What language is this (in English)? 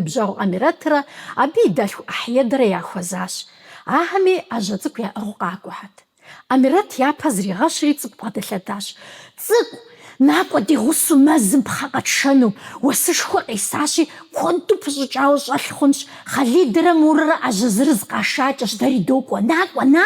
Kabardian